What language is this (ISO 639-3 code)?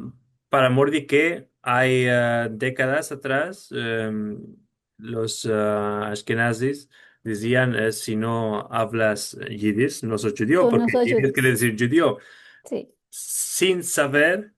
lad